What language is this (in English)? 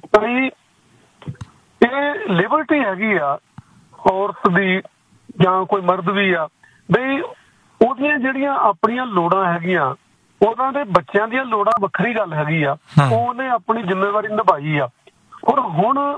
Punjabi